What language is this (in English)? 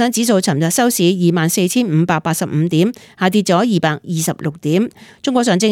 Cantonese